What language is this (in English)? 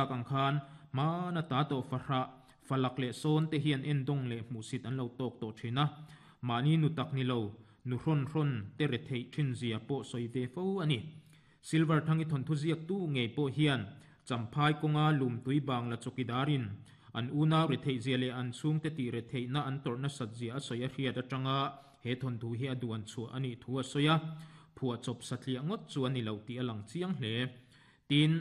Mizo